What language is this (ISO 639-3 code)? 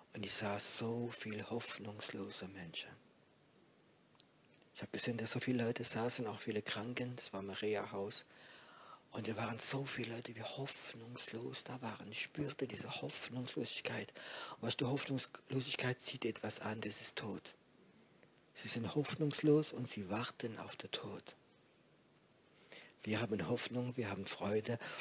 deu